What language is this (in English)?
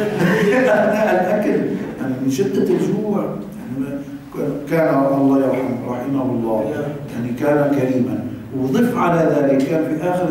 Arabic